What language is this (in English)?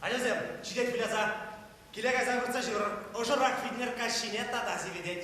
Chuvash